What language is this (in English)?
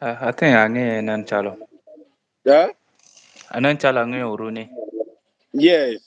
Acoli